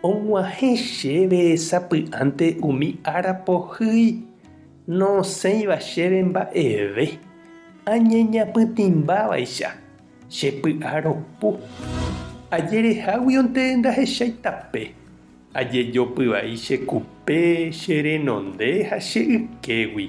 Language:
Guarani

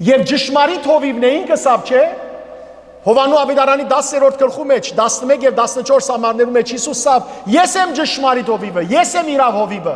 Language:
Western Armenian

